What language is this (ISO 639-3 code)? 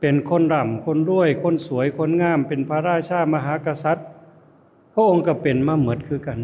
lao